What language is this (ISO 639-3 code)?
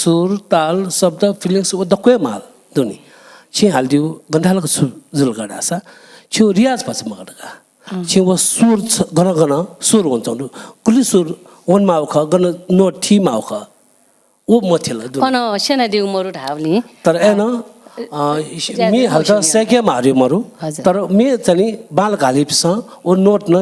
new